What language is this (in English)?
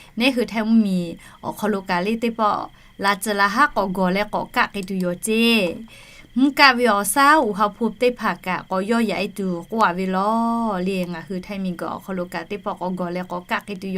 Lahu